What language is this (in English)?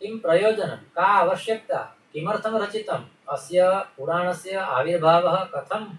Sanskrit